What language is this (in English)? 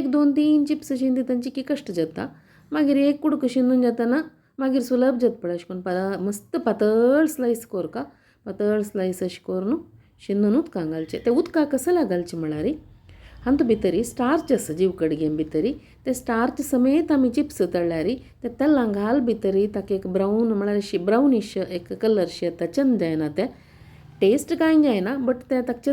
Konkani